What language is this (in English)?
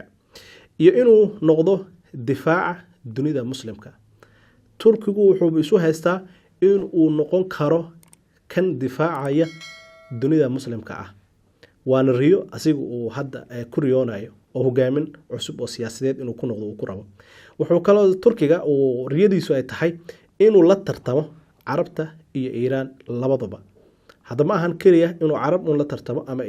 Somali